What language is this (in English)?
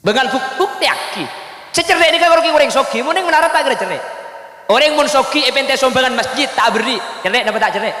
Madurese